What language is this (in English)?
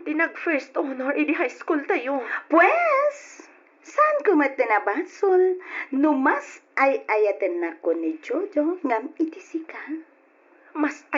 Iloko